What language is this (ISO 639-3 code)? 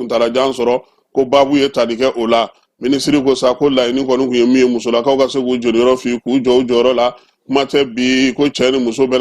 bam